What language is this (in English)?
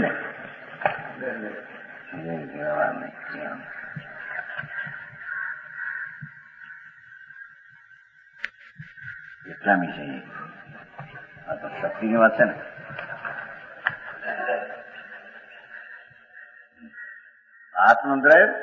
Gujarati